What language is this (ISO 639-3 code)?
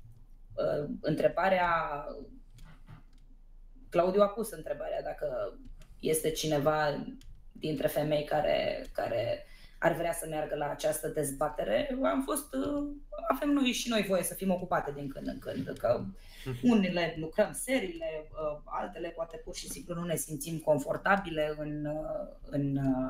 ron